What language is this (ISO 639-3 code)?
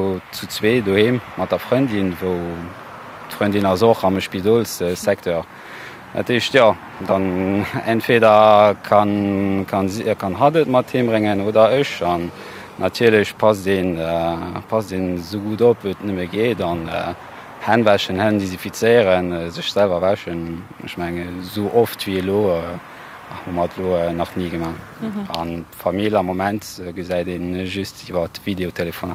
ltz